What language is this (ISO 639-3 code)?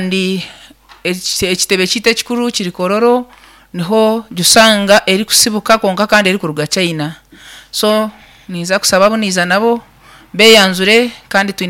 nyn